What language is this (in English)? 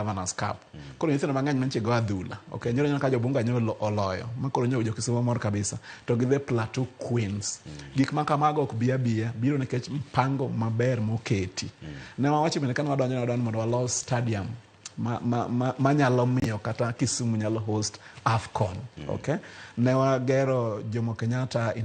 Luo (Kenya and Tanzania)